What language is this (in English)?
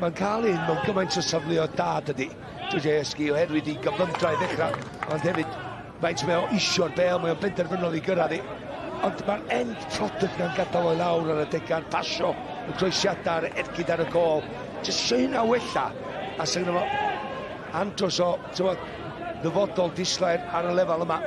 Welsh